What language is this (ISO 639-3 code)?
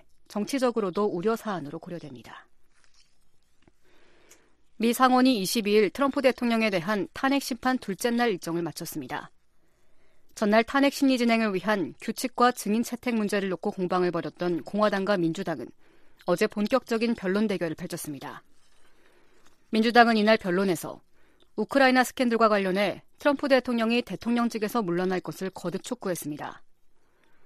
kor